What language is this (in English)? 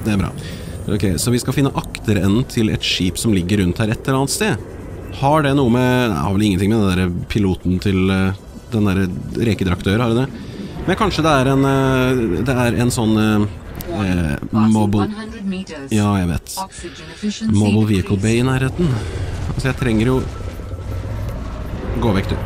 Norwegian